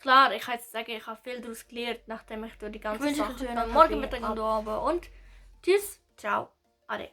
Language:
Swiss German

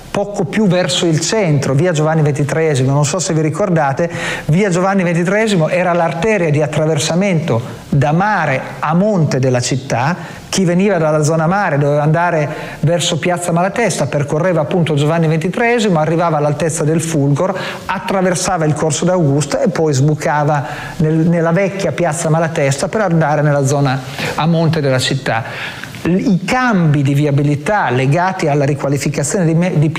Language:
Italian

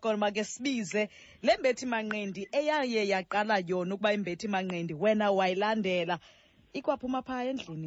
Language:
Xhosa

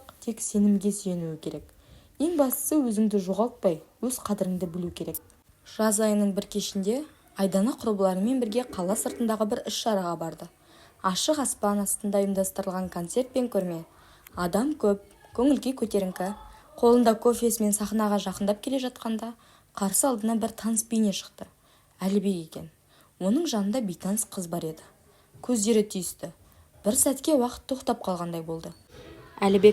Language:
Kazakh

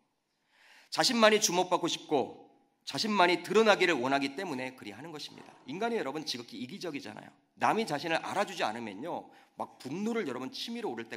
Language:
Korean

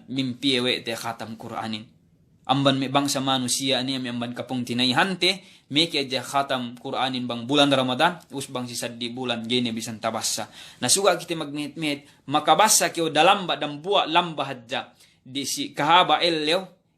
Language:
Yakan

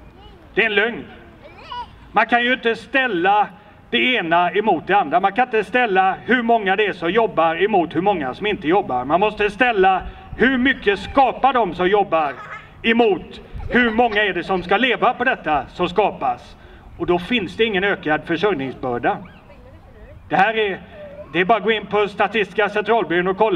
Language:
Swedish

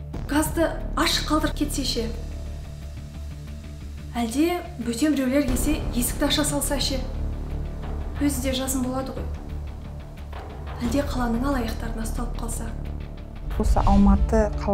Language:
Kazakh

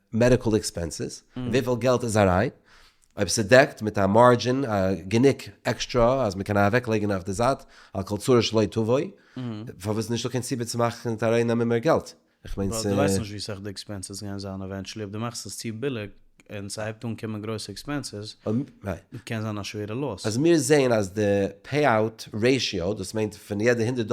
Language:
Yiddish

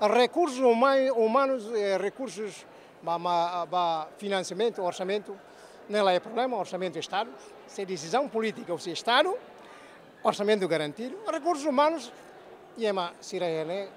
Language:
Tetum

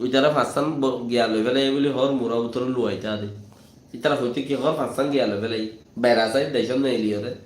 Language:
Rohingya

